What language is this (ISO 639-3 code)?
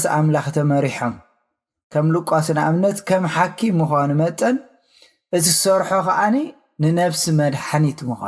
tir